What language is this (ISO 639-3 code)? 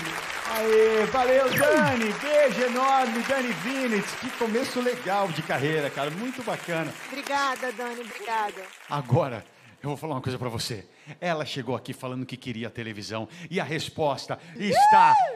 por